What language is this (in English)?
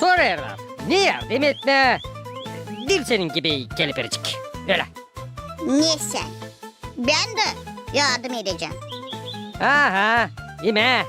Gagauz